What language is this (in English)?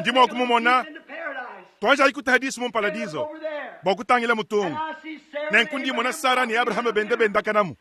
Luba-Lulua